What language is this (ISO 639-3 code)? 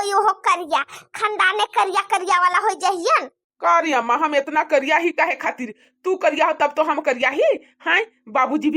bho